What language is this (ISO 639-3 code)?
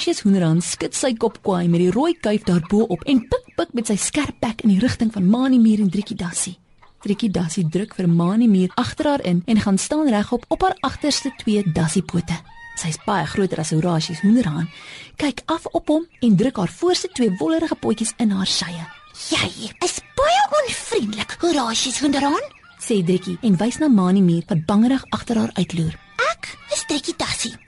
afr